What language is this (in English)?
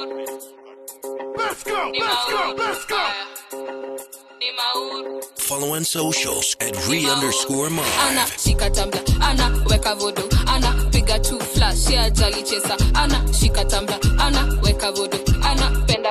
Swahili